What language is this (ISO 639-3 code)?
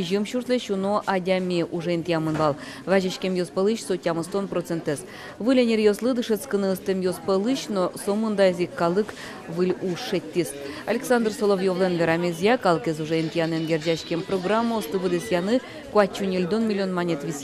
udm